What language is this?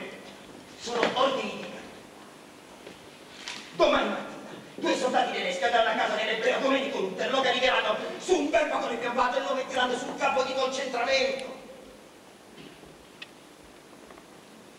Italian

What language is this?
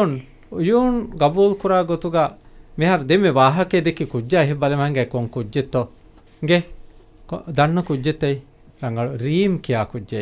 Divehi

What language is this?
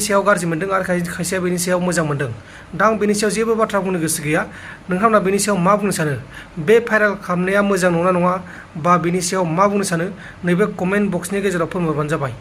Bodo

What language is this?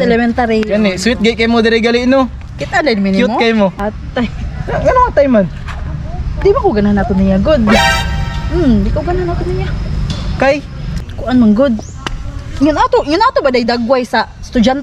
Cebuano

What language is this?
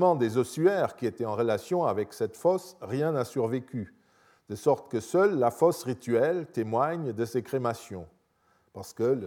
French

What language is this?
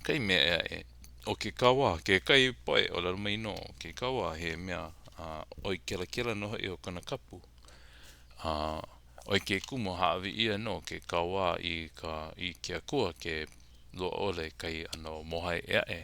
Hawaiian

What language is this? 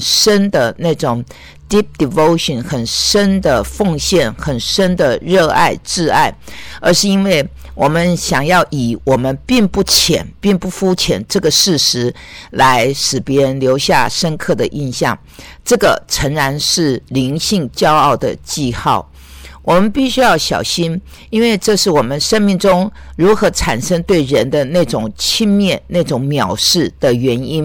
Chinese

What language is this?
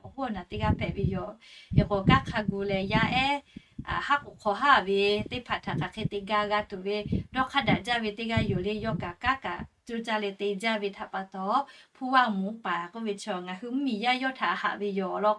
Lahu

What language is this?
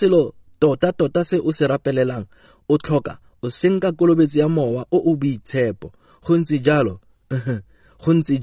Tswana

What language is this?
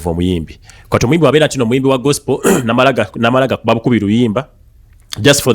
Ganda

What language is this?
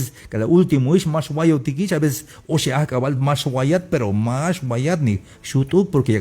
Tzeltal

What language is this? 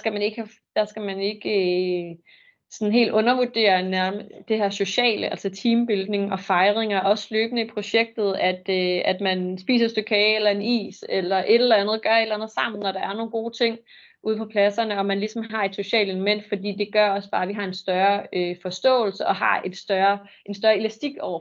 Danish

